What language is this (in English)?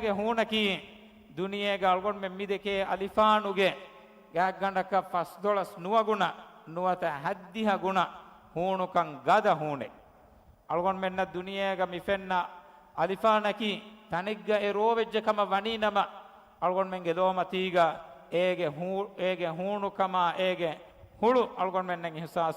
Divehi